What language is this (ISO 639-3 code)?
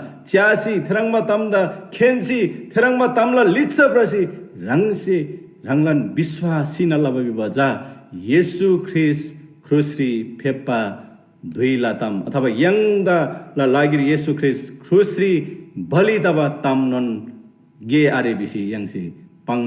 taj